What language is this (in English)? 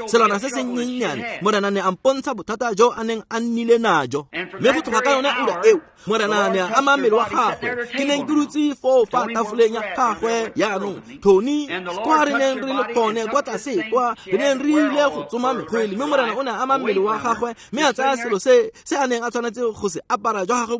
Tswana